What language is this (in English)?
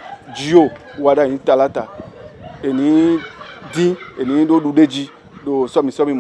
Fon